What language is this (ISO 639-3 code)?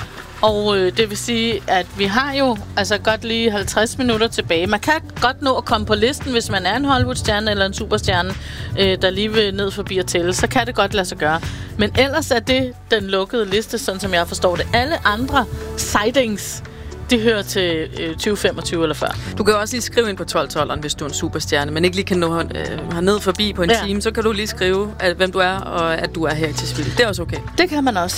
dan